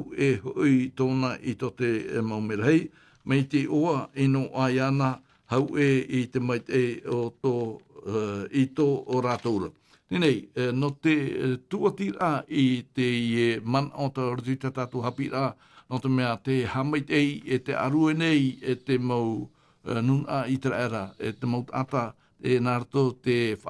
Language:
Tahitian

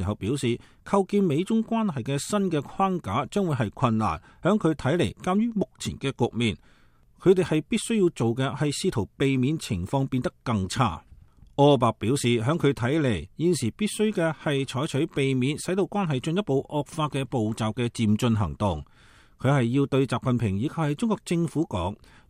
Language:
Cantonese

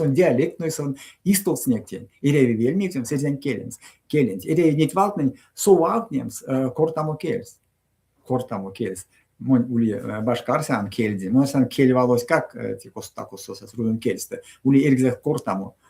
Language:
Erzya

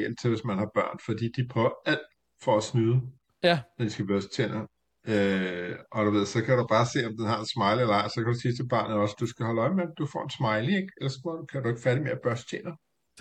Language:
Danish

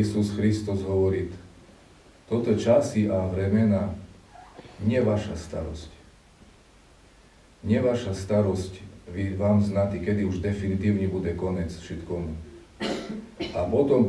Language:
Slovak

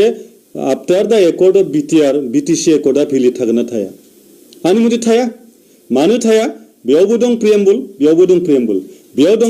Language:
Bodo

